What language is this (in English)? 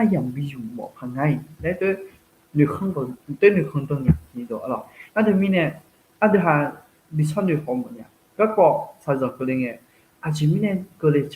Akha